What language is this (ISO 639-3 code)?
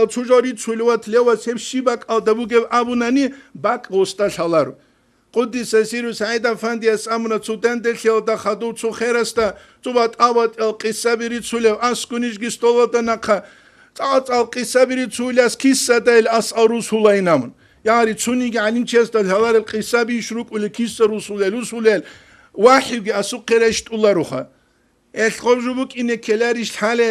ava